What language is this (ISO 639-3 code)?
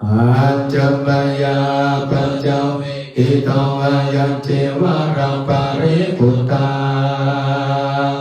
pli